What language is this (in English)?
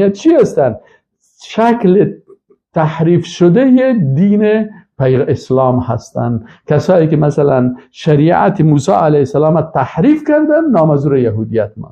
Persian